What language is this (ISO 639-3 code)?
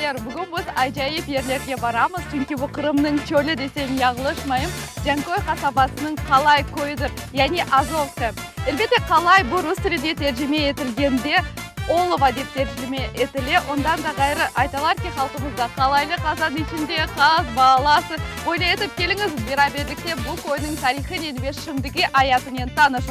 crh